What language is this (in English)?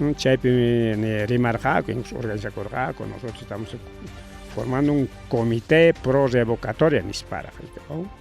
Ayacucho Quechua